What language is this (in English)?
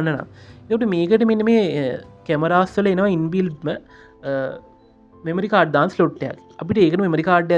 Sinhala